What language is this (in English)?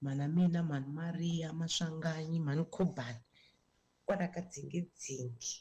Tsonga